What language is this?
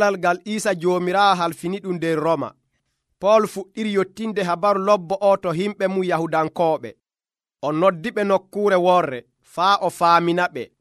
Nigerian Fulfulde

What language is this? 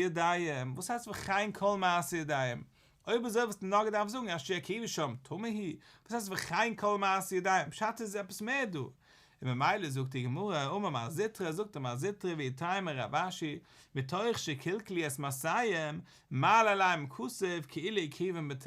Yiddish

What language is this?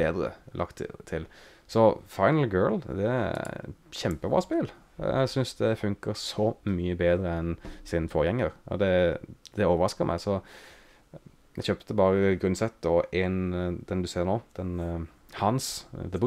Norwegian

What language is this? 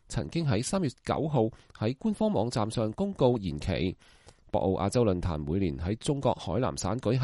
Cantonese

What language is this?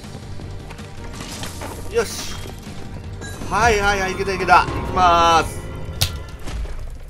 Japanese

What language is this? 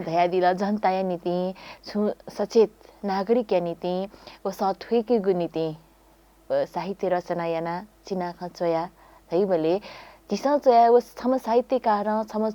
Newari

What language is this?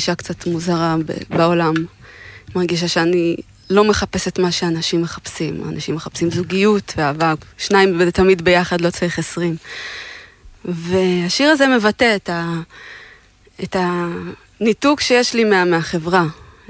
Hebrew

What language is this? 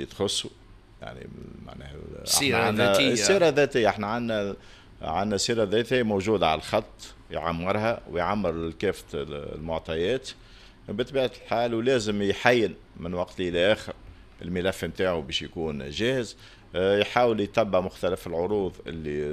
Tunisian Arabic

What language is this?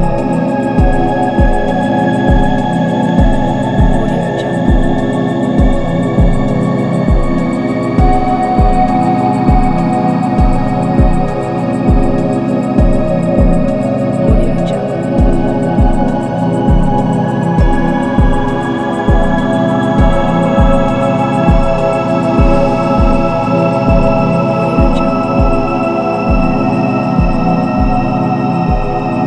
Malay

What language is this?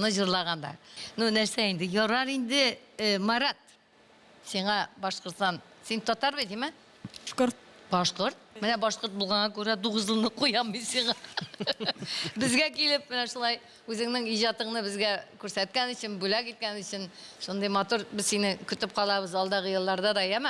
Tatar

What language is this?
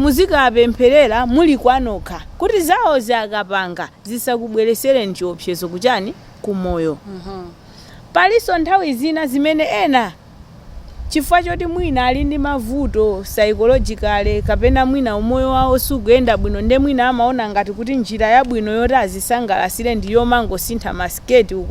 Nyanja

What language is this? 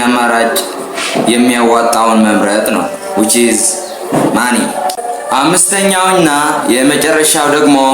Amharic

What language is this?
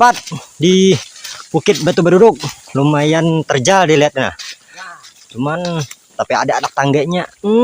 Banjar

